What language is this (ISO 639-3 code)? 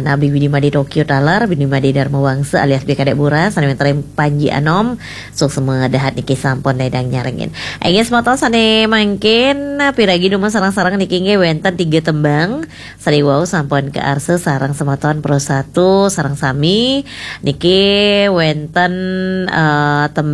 ban